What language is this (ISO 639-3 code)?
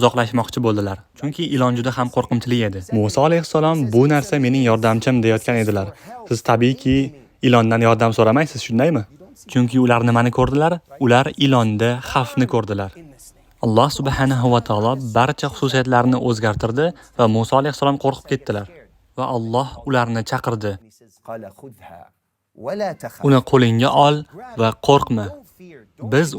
uzb